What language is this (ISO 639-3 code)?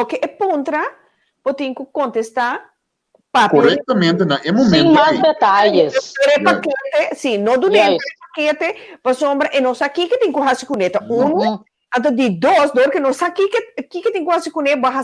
pap